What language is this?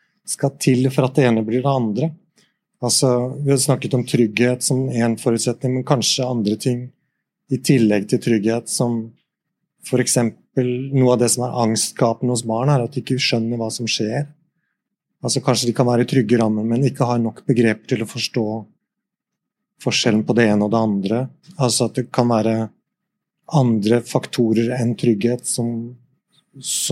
Norwegian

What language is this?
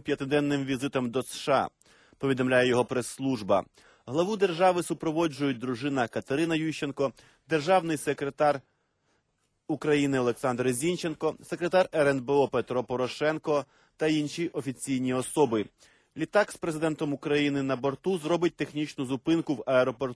Ukrainian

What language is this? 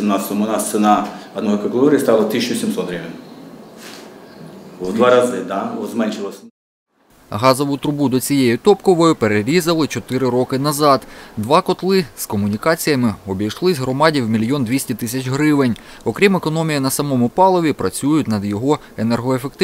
Ukrainian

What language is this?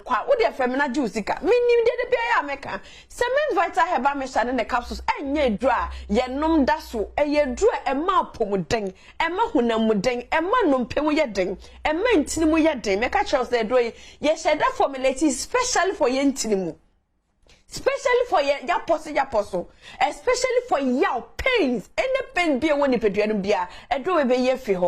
Akan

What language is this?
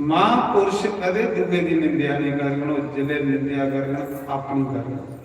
Dogri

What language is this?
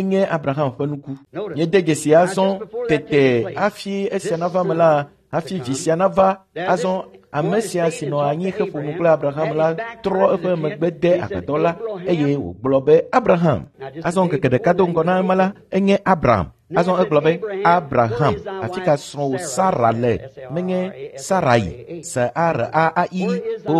Ewe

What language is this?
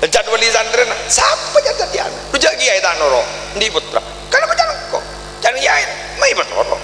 Madurese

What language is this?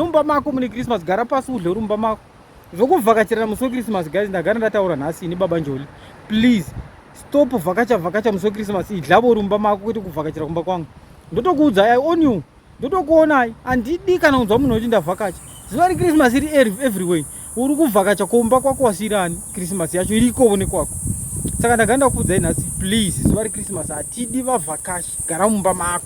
Shona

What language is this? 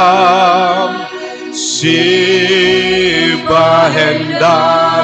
Batak Simalungun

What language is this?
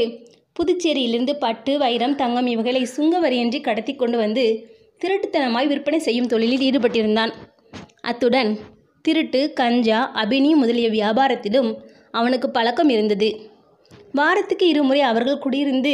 Tamil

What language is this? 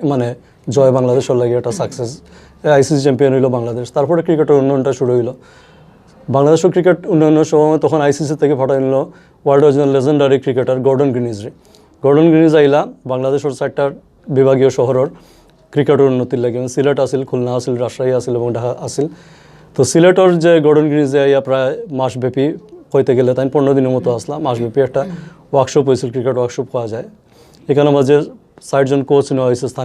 Sylheti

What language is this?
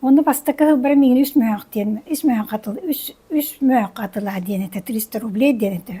Yakut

